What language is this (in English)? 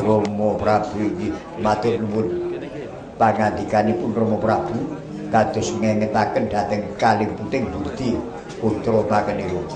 Javanese